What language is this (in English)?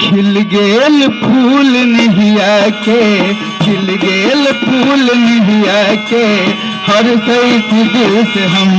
Magahi